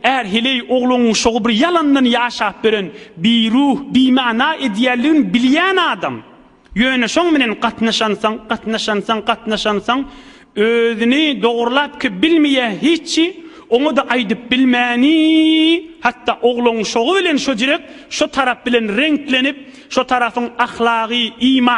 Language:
Turkmen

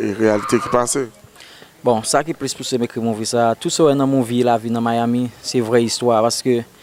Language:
Haitian Creole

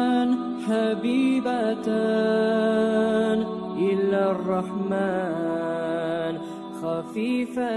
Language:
Kumyk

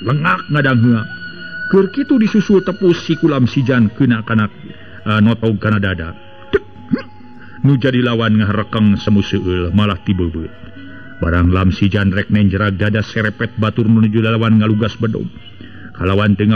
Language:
Sundanese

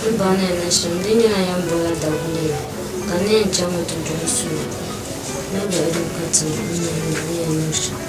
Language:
Dagbani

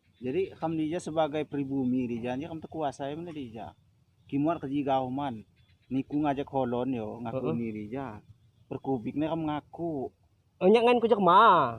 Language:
Lampung Api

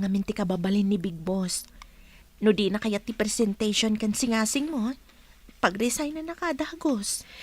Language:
Iloko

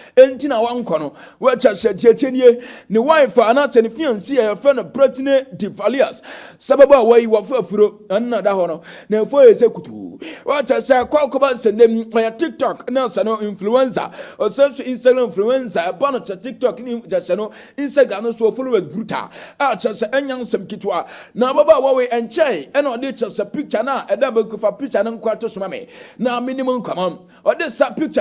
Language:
Akan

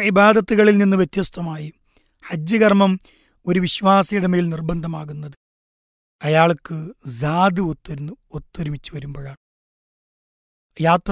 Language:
Malayalam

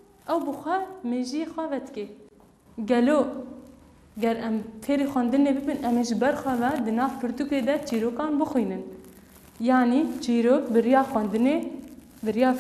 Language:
Kurdish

